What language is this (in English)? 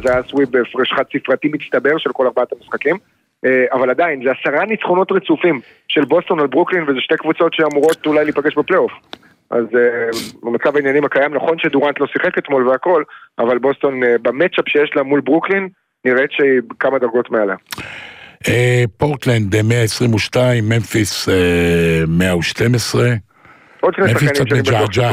Hebrew